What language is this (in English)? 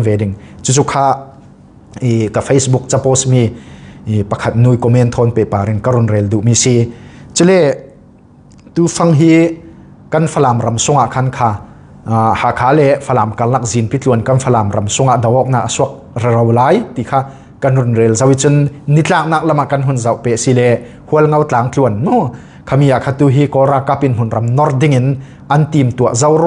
Falam Chin